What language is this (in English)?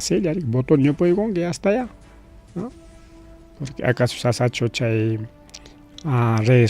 Ayacucho Quechua